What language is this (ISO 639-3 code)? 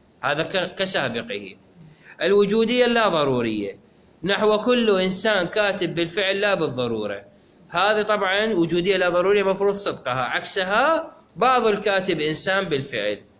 acm